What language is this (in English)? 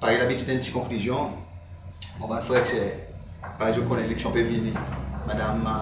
Seselwa Creole French